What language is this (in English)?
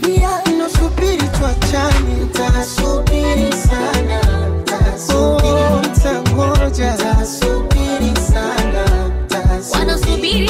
Swahili